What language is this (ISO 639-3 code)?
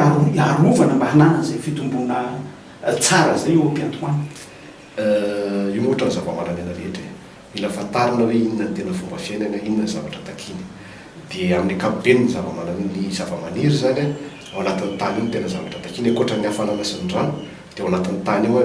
mlg